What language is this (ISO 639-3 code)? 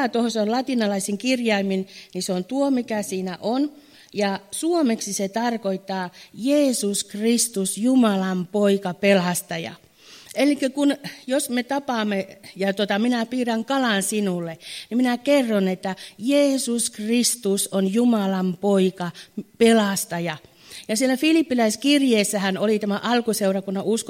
fin